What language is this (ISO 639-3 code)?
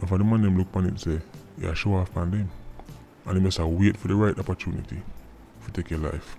jam